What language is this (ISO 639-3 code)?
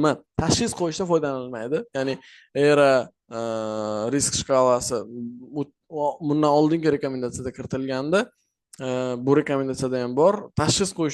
uzb